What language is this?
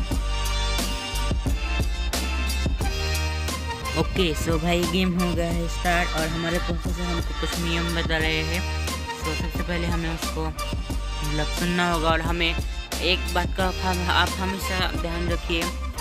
Hindi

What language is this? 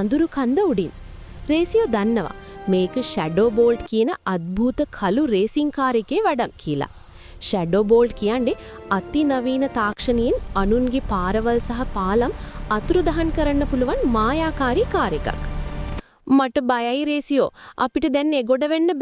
Sinhala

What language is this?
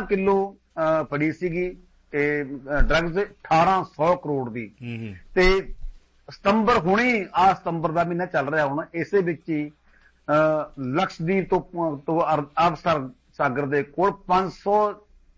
Punjabi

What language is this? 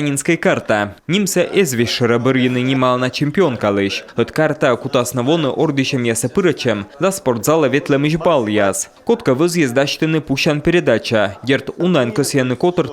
Komi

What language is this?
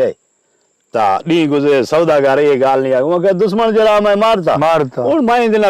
Saraiki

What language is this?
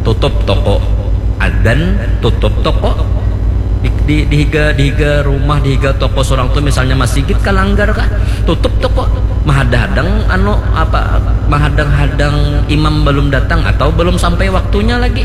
Banjar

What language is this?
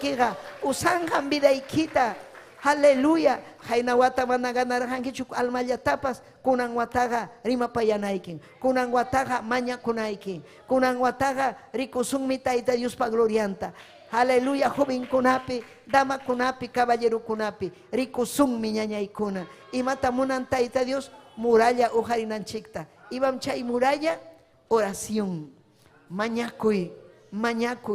Ayacucho Quechua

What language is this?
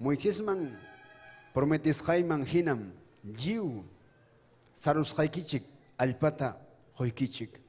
Ayacucho Quechua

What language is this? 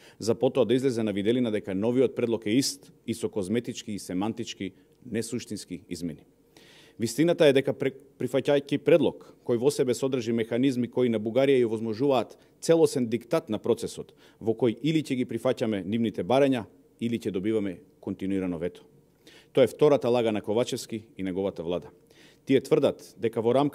Macedonian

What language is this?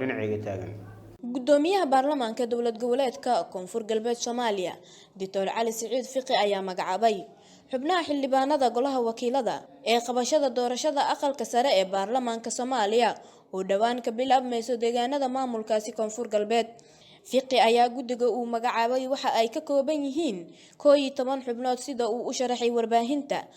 Somali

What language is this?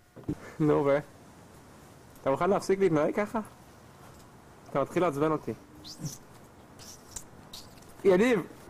Hebrew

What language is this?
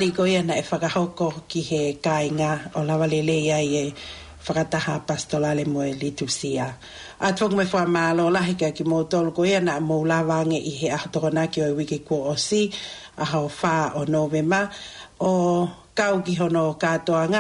Tongan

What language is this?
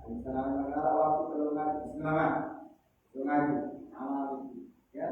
Sasak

